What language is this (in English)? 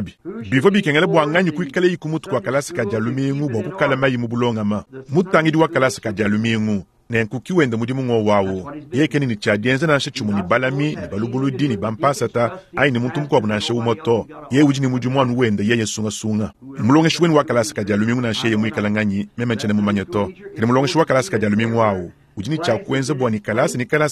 Luba-Lulua